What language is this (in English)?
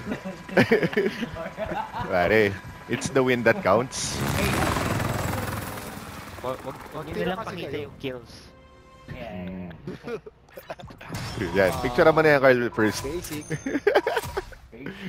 Filipino